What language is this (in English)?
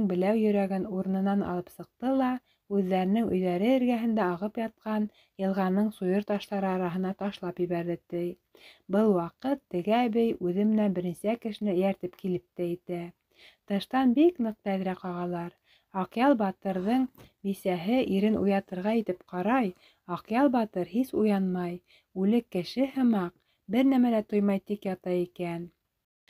Bashkir